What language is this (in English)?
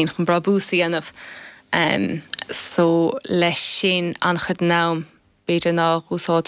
Irish